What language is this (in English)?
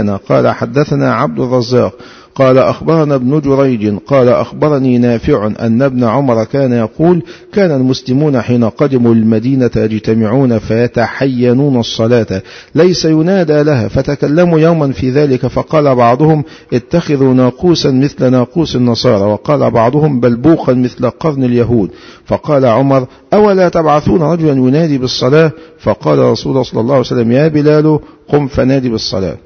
Arabic